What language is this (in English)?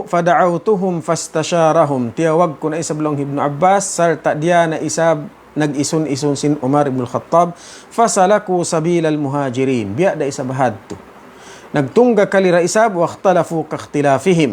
Tausug